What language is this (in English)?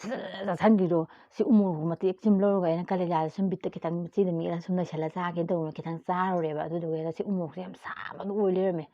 Manipuri